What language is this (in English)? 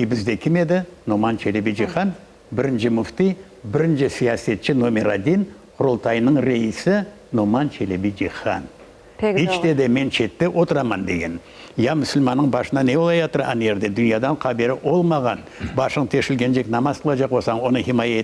Crimean Tatar